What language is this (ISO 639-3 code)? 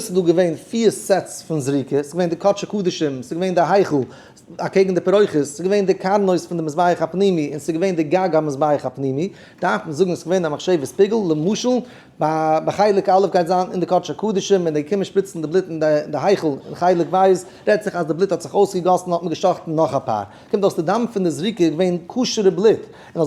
yid